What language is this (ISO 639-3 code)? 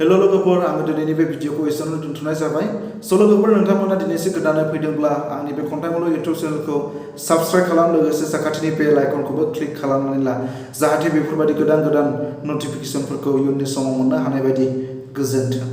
brx